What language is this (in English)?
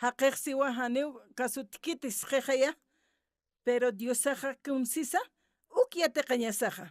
Aymara